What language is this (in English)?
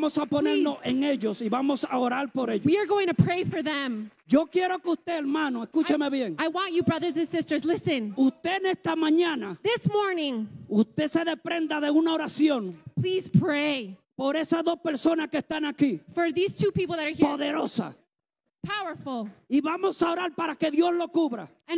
Spanish